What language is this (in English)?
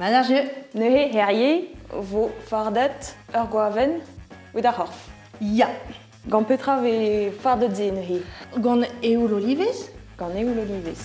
Breton